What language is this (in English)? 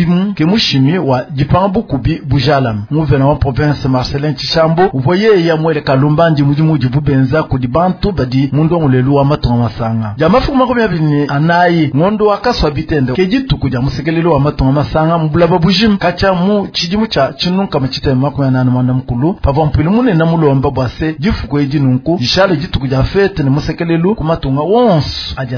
Luba-Lulua